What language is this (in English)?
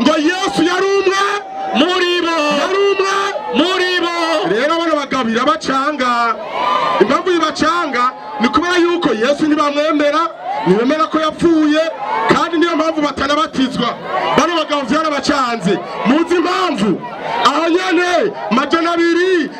Rundi